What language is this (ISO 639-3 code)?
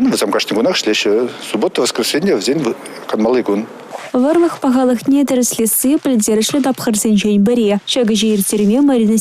chv